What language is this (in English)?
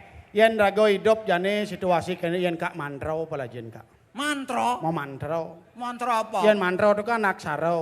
Balinese